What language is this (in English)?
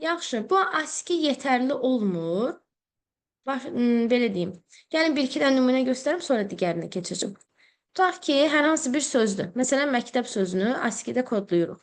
Azerbaijani